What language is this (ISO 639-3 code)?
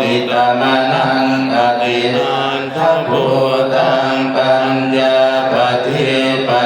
pli